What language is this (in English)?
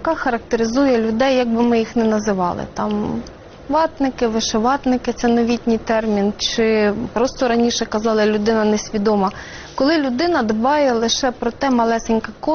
Ukrainian